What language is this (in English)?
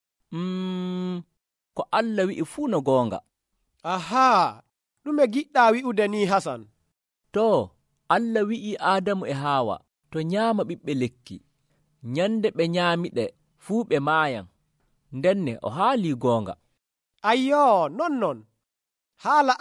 Nigerian Fulfulde